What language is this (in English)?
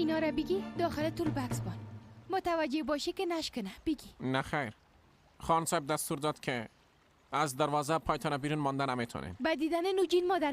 Persian